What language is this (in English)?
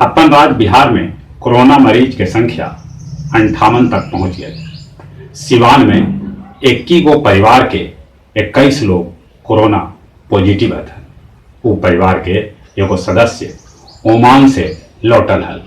Magahi